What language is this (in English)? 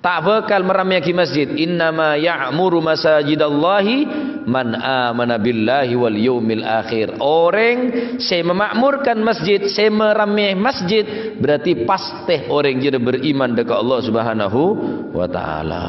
Madurese